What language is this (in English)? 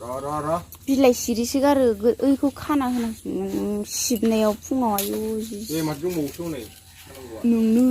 Bodo